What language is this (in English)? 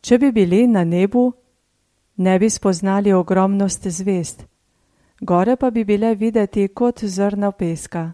Slovenian